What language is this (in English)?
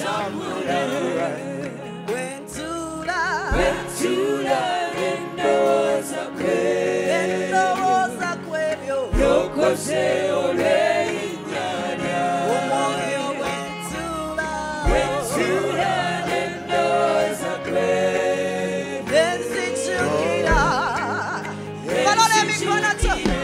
Ganda